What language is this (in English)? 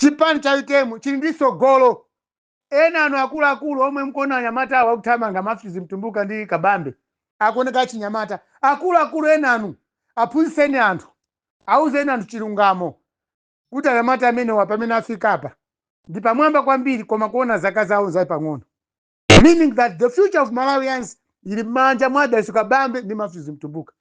Nyanja